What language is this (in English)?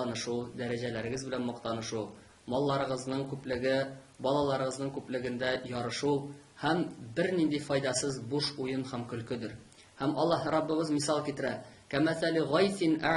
Tatar